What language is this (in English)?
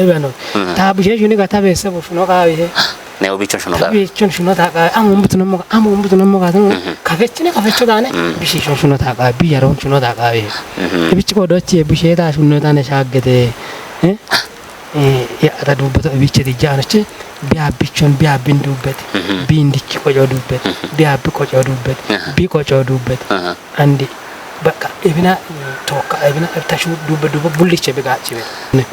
Kafa